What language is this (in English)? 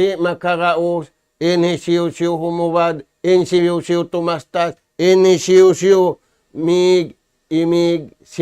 Tausug